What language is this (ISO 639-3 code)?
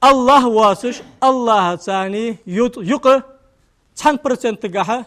inh